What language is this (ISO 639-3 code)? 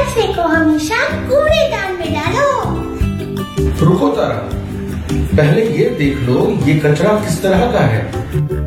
hin